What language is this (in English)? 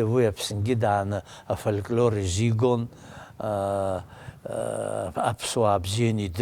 Abkhazian